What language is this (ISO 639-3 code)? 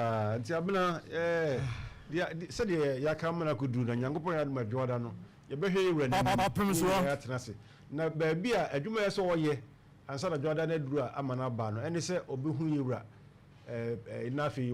aka